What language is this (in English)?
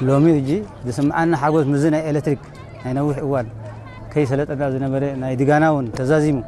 Tigrinya